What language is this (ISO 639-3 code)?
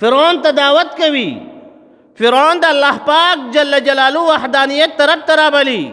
pus